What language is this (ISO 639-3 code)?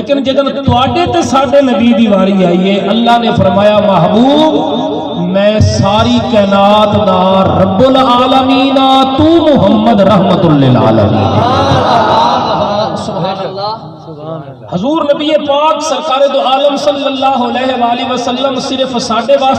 skr